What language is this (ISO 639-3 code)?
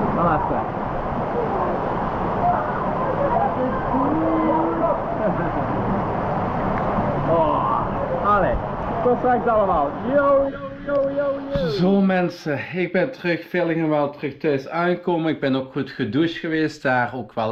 nld